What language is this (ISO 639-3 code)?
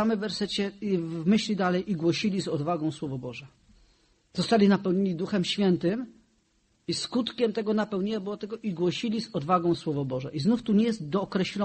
pol